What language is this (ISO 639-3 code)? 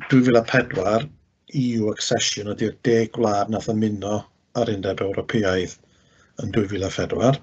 cym